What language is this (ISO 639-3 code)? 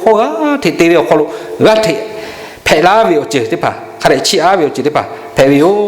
lhu